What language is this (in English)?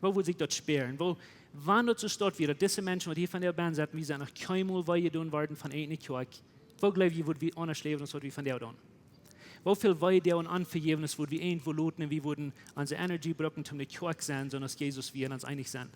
Plautdietsch